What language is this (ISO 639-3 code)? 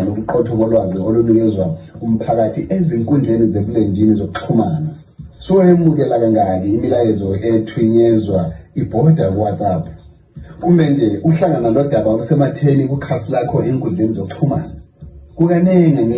nde